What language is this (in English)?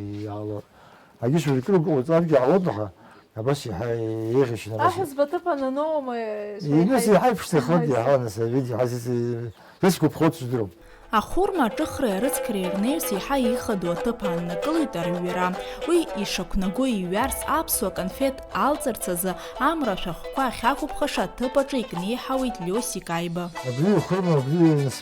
Abkhazian